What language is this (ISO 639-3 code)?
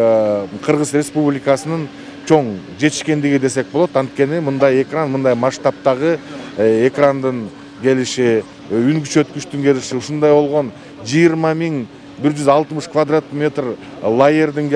kir